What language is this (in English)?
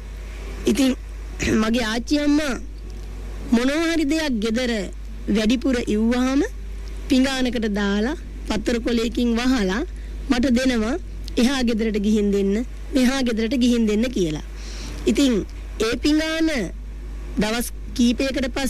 Sinhala